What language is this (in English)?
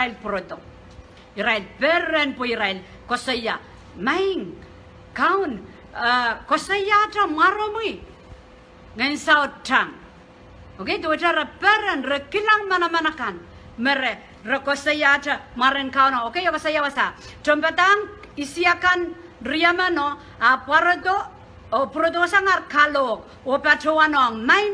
Pohnpeian